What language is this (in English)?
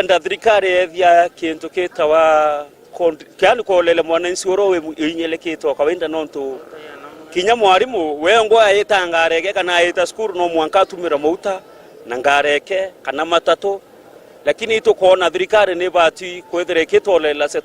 Meru